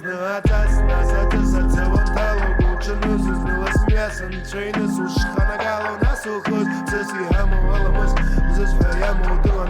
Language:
Abkhazian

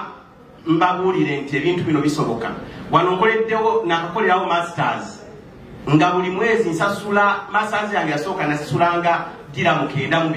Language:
Soga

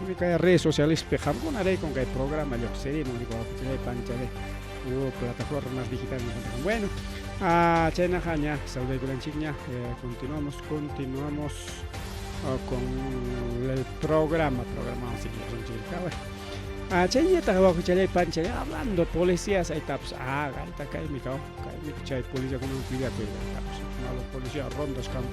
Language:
Ayacucho Quechua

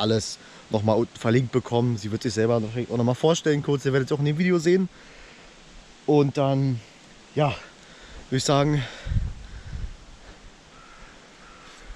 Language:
German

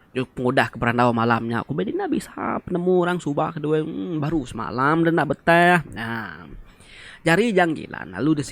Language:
Iban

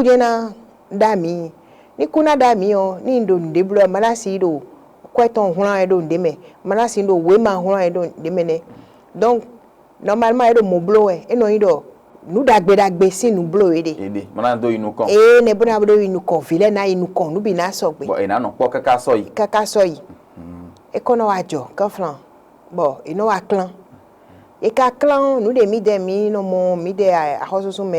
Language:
Fon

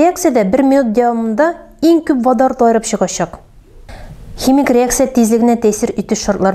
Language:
Tatar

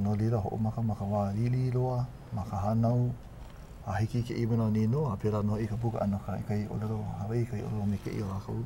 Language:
Hawaiian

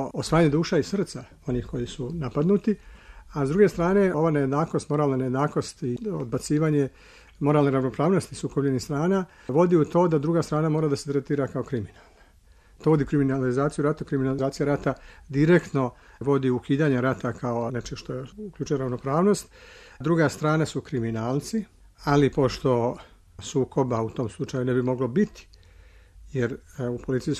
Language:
Serbian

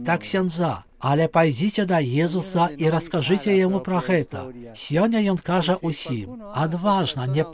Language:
Belarusian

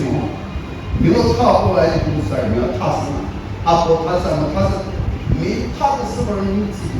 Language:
Chokri Naga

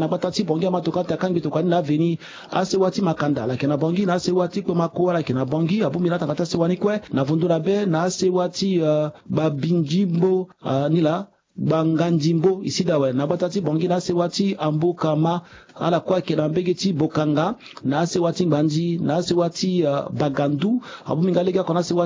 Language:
Sango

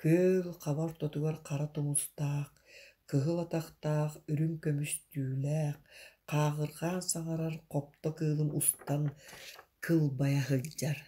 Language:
Yakut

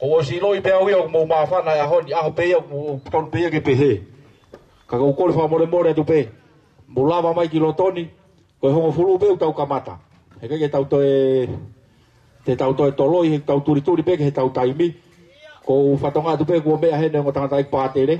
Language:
Tongan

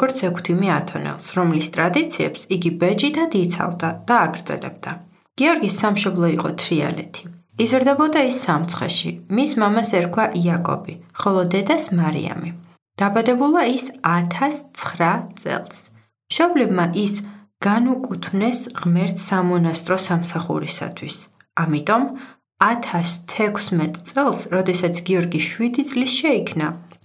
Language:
Georgian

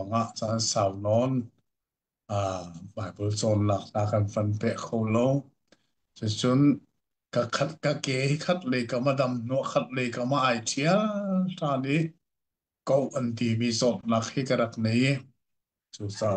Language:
Hakha Chin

